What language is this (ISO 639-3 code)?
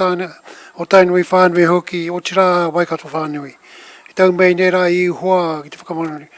mri